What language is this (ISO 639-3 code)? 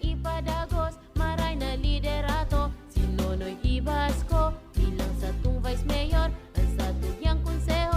bik